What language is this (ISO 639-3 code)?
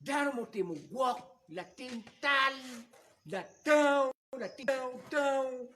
ach